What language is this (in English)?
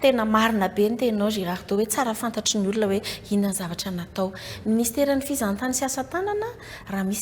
Malagasy